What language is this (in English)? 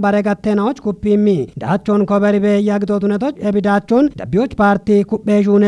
Kafa